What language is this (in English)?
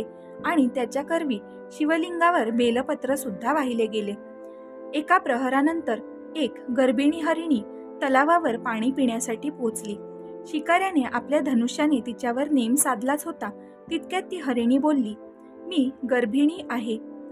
Marathi